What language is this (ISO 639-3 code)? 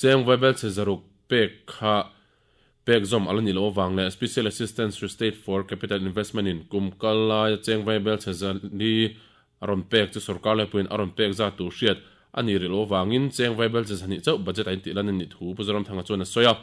lus